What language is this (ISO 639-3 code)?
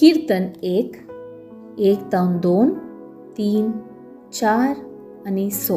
kok